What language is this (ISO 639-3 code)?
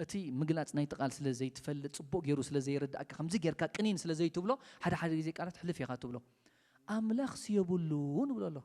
tir